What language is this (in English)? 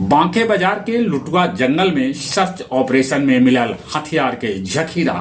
Magahi